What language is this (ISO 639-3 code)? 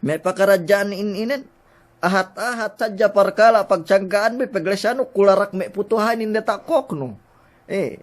yka